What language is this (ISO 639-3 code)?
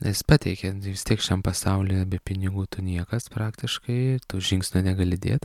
lit